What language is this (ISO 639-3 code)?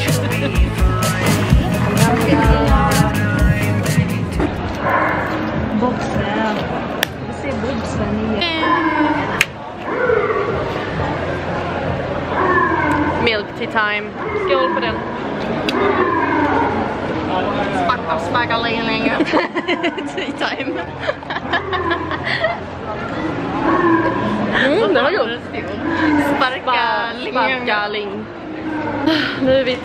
swe